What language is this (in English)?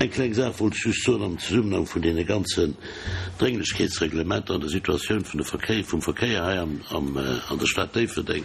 Luxembourgish